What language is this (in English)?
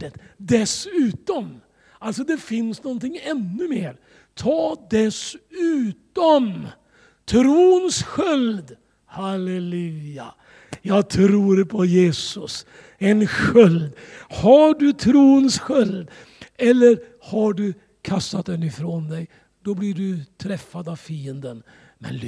Swedish